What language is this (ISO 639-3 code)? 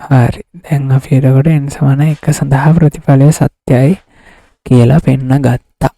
sin